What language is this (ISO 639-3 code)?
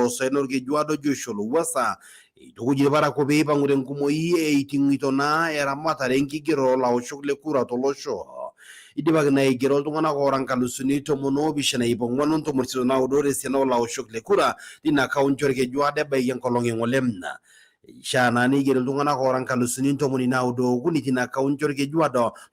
mas